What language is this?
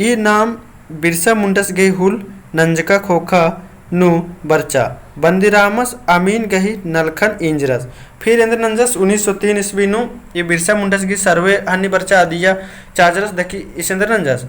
Kurukh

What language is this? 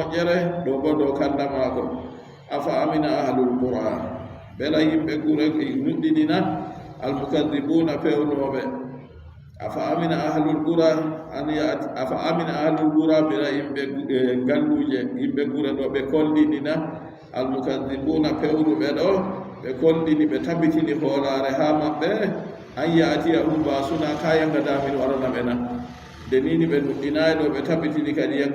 Adamawa Fulfulde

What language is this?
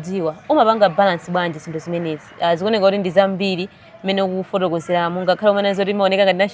Nyanja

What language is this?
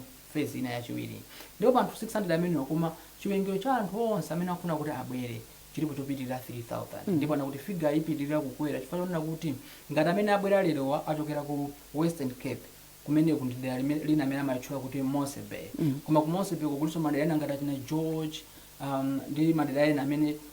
Nyanja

